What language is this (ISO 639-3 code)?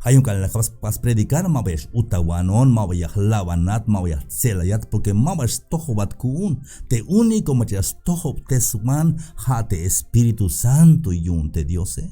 tzh